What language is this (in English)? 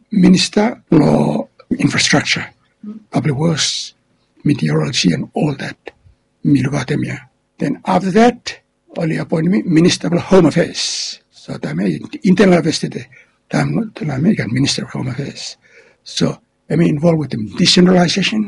Bislama